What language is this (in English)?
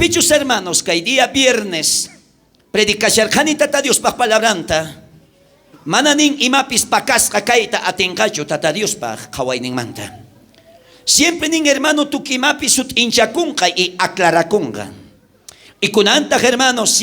South Bolivian Quechua